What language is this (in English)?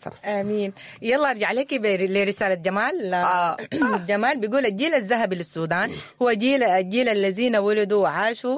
Sudanese Arabic